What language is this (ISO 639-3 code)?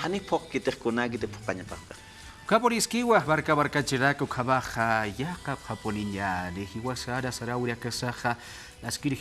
aym